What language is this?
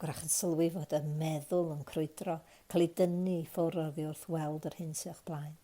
Welsh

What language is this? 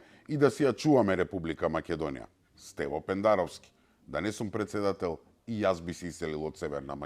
Macedonian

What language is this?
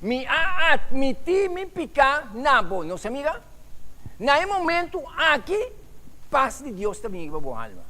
Papiamento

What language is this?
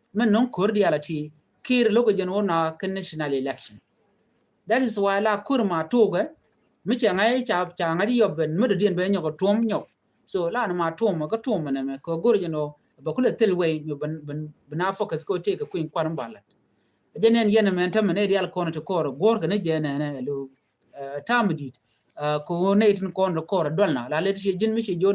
Nuer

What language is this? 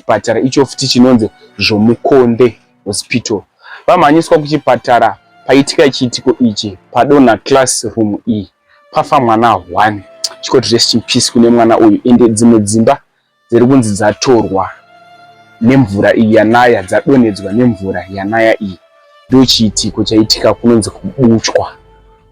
Shona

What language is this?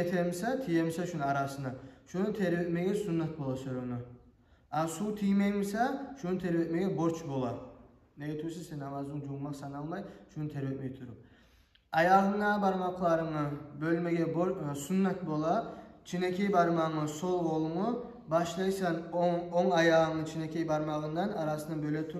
Kumyk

